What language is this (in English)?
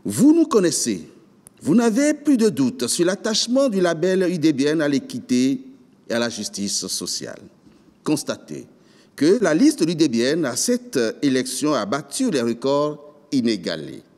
French